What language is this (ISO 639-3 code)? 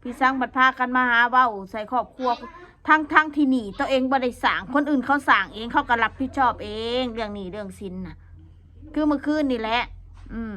tts